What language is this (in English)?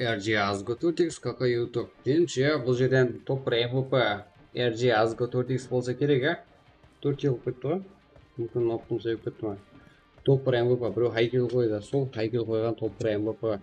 Kara-Kalpak